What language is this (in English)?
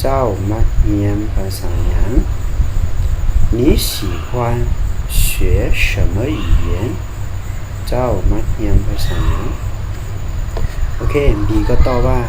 Lao